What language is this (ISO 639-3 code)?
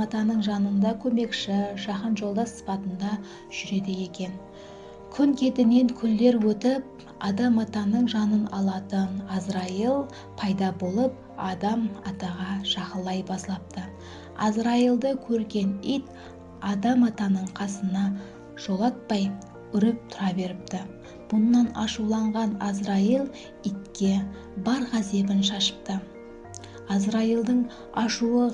kaa